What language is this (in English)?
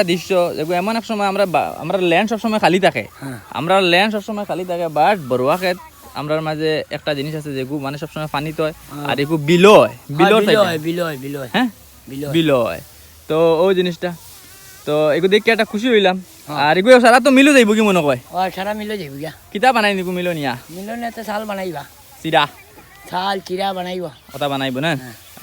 Sylheti